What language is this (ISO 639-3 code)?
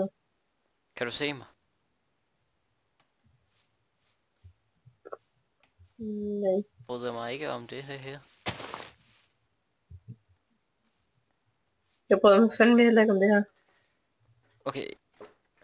dan